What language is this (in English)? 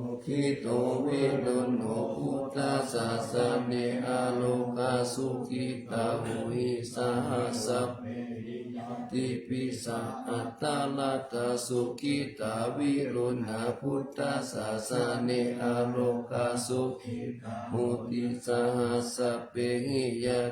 Pali